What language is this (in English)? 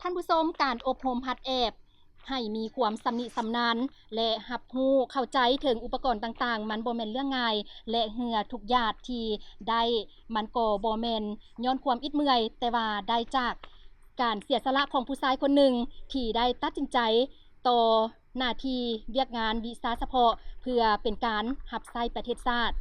Lao